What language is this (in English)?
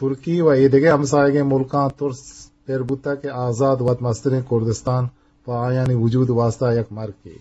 Eastern Balochi